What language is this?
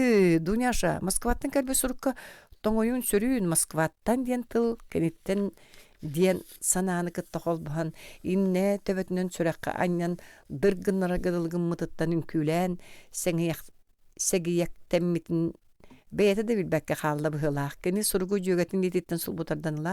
Yakut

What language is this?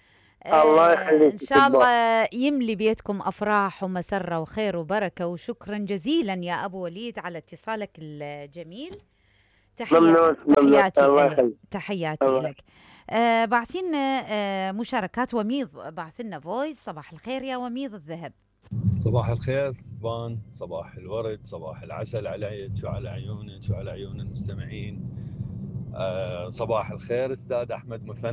Mesopotamian Arabic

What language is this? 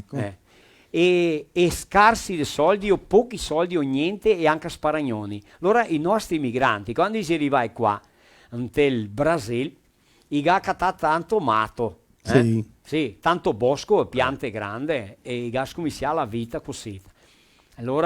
Venetian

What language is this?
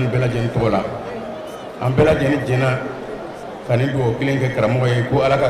Bambara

